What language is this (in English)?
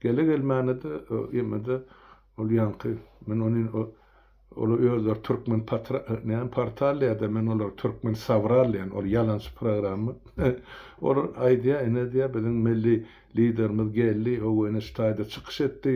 Turkmen